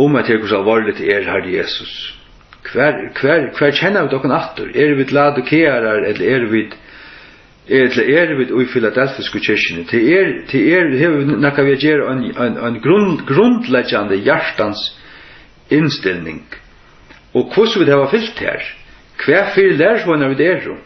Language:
Faroese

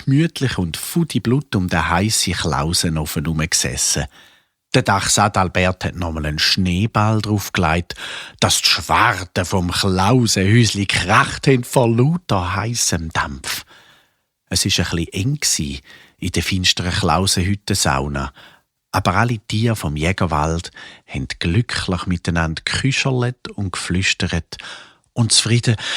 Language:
Swiss German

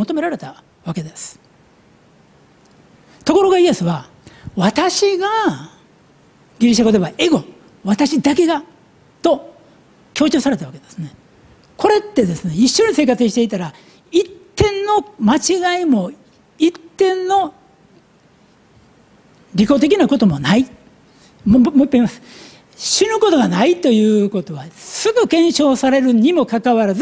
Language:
Japanese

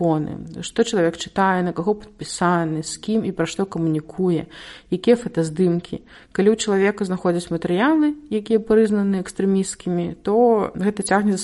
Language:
Belarusian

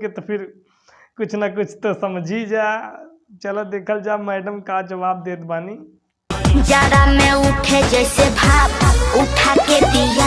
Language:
Bhojpuri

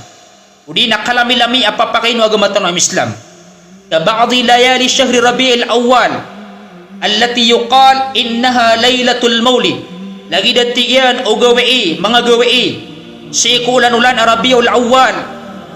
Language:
Maranao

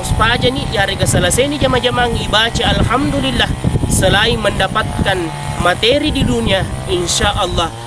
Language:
Buginese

